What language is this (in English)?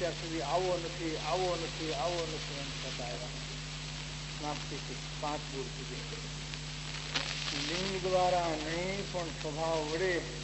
Gujarati